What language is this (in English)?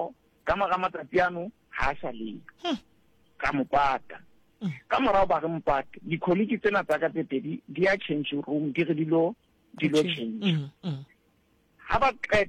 Southern Sotho